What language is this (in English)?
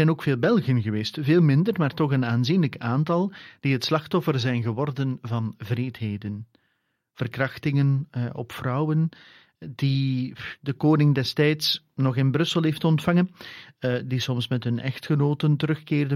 Dutch